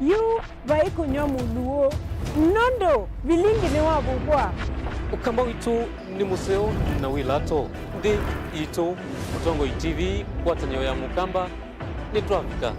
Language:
Kamba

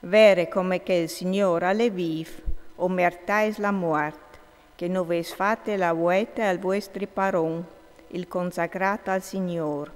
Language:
Friulian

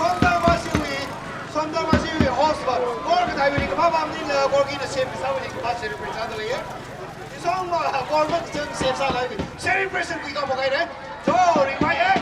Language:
Tangkhul Naga (India)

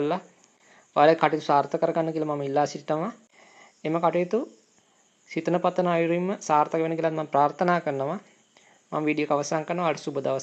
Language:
Sinhala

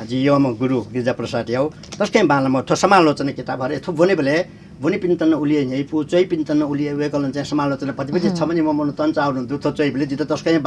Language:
Newari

